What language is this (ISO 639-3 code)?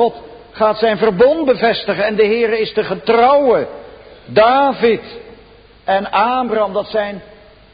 nld